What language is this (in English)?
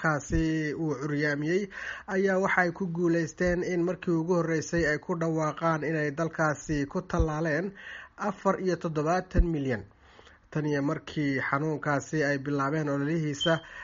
Somali